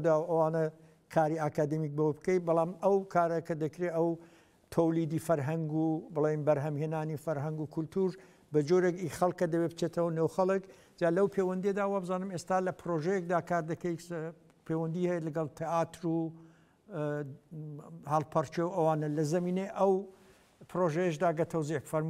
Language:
Central Kurdish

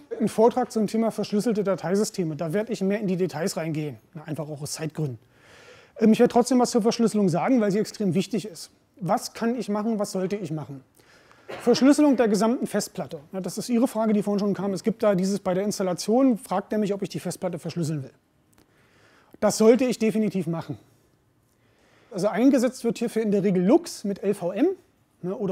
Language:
German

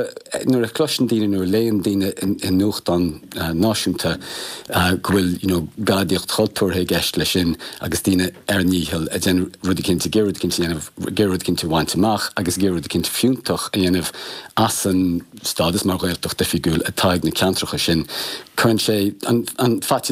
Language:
Irish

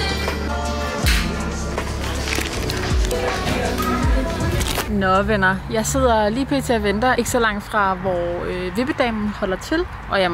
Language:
Danish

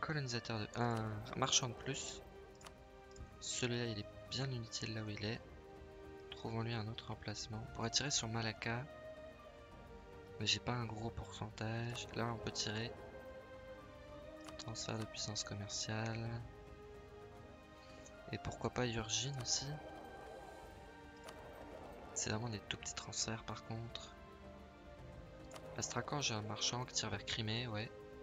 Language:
French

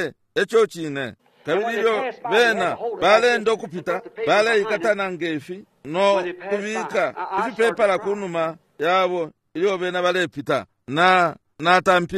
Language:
Bemba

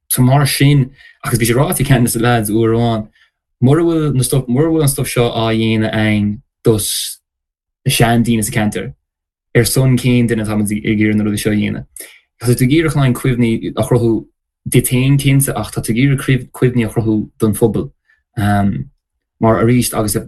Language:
Irish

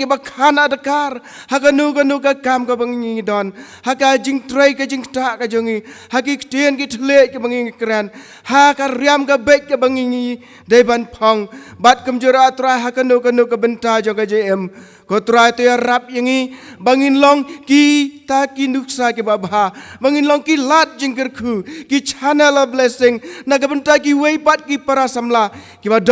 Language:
Khasi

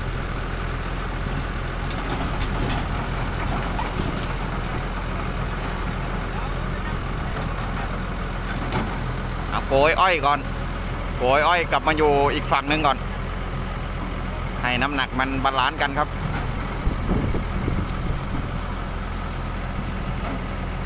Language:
Thai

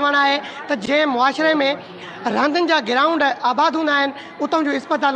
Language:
Sindhi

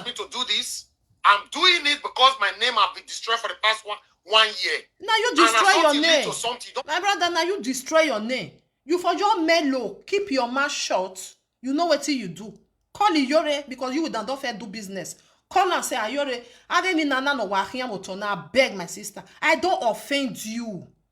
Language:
Nigerian Pidgin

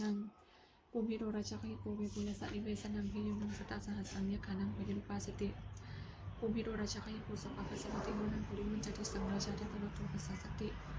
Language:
Pali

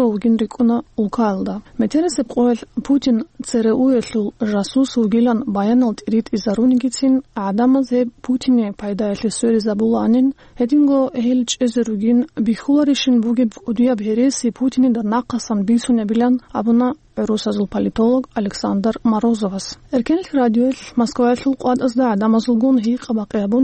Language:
Avaric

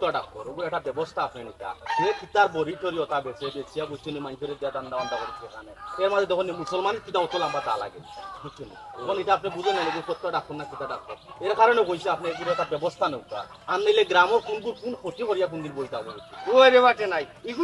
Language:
Sylheti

